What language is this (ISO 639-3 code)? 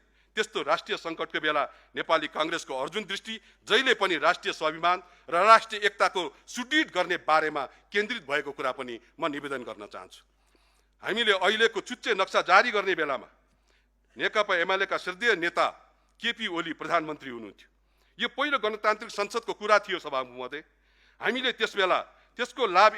nep